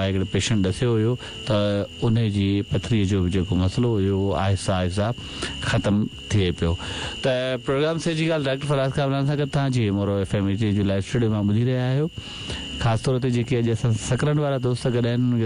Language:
Sindhi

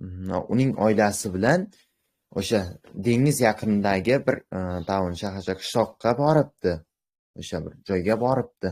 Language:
Uzbek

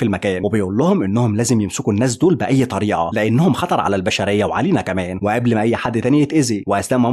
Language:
Egyptian Arabic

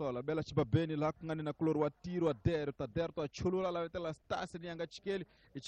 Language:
Tsonga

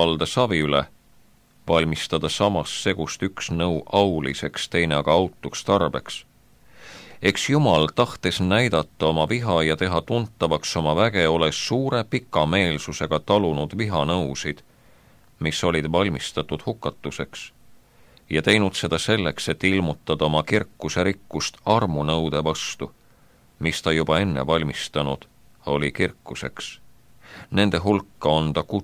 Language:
Estonian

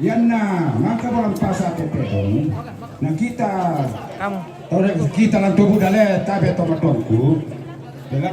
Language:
Toraja-Sa'dan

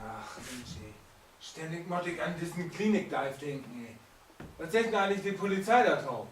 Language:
Low German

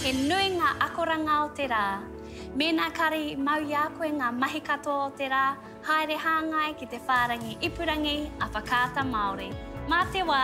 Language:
Māori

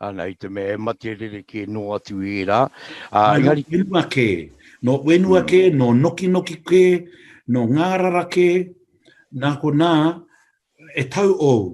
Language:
Māori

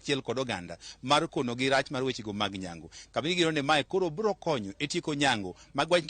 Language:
Luo (Kenya and Tanzania)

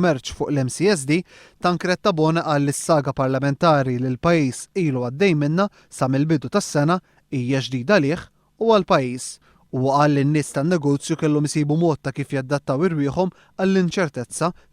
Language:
Maltese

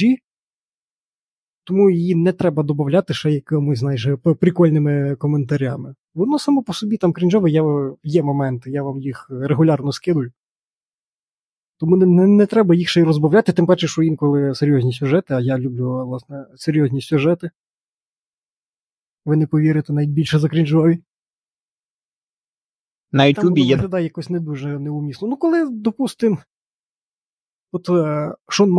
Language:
Ukrainian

